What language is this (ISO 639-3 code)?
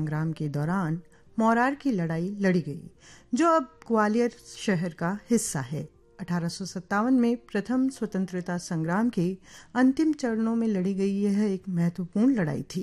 hin